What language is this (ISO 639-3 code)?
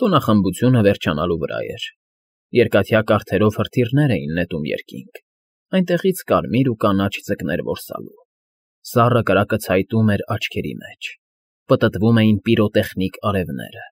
hye